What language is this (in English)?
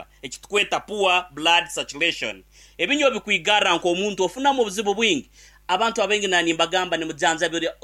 Nyankole